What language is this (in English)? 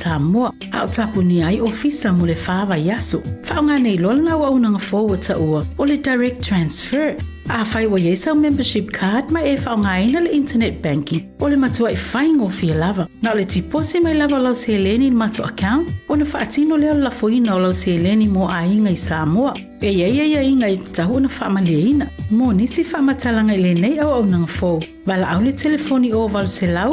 Samoan